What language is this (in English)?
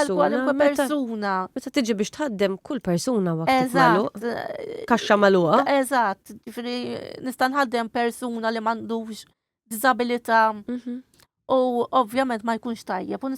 Maltese